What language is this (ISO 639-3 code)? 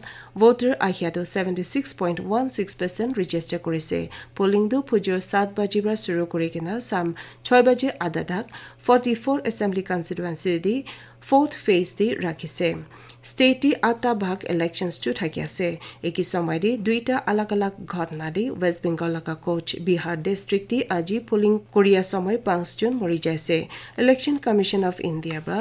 nag